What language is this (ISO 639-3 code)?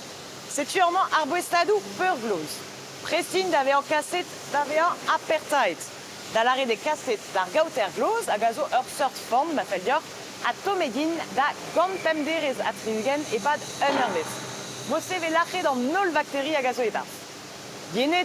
bre